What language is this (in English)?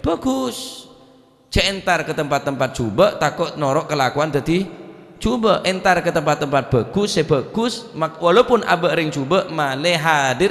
Madurese